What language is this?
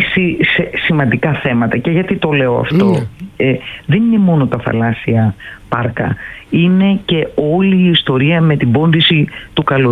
Greek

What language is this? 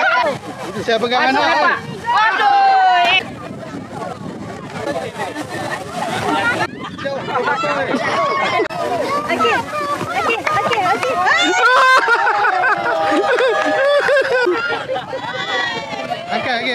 Malay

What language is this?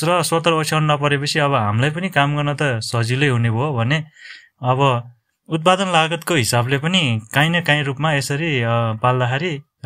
Nepali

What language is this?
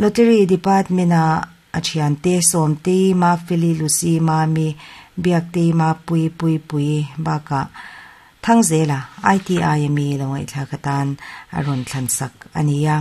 Mizo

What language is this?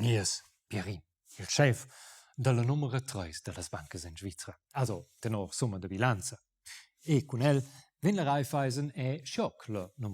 Romansh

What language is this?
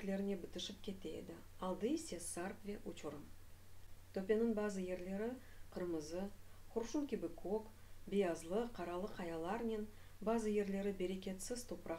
Crimean Tatar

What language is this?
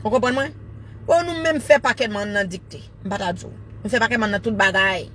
Haitian Creole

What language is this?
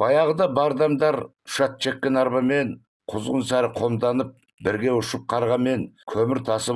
Kazakh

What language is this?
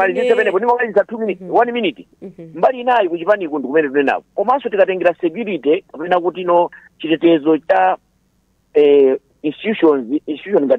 Nyanja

